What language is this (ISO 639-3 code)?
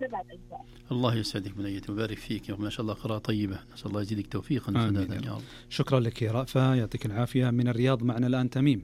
ars